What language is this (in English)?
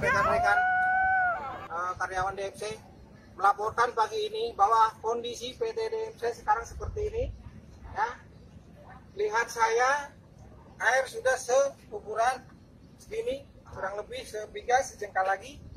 Indonesian